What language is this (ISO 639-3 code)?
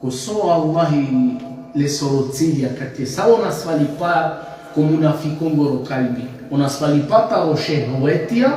rmn